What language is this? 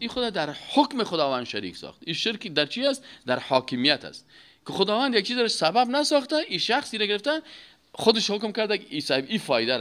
Persian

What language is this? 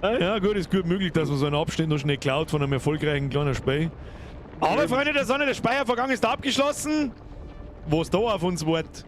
Bavarian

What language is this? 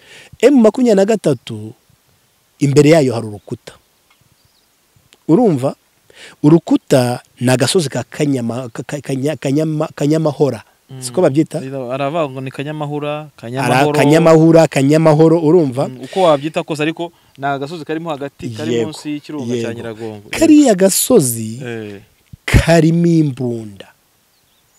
Kinyarwanda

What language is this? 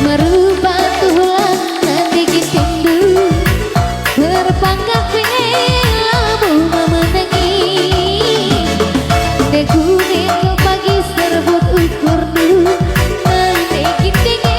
Batak Karo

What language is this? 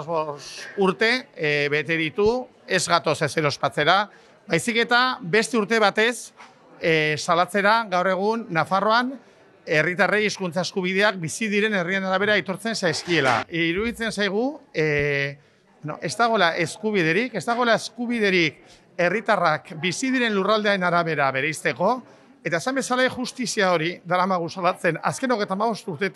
Basque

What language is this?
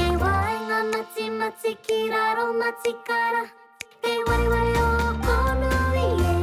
Māori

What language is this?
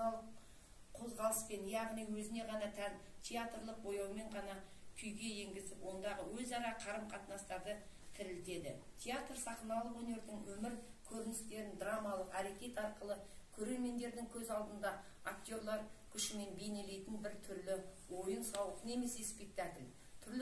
Kazakh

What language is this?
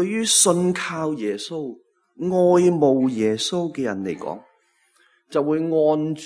Cantonese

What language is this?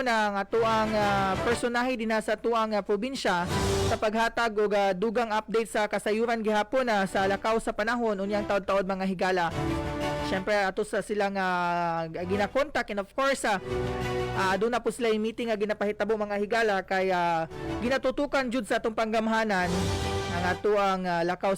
Cebuano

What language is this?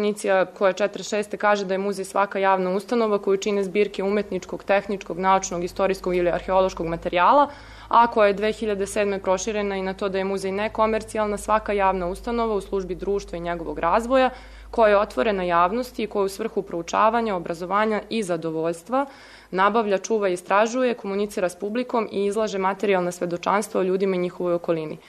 Serbian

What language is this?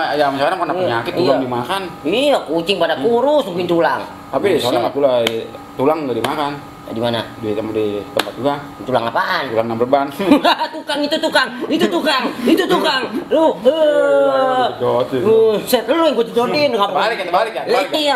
Betawi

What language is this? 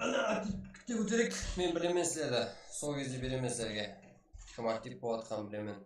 Kara-Kalpak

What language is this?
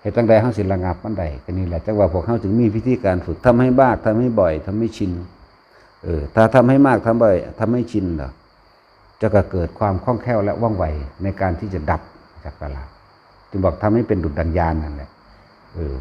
Northeastern Thai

